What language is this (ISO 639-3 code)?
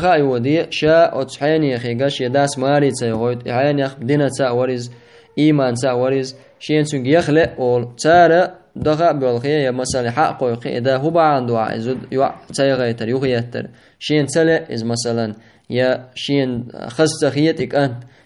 che